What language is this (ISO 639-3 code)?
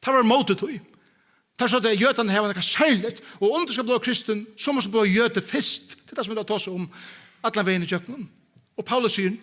fao